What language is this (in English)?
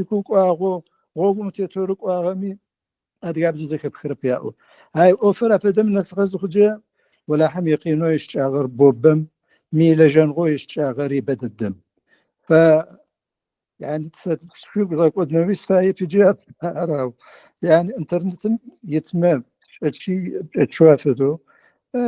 Adyghe